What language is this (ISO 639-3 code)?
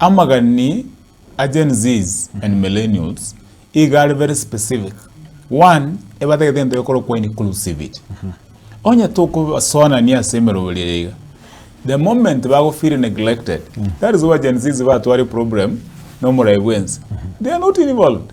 guz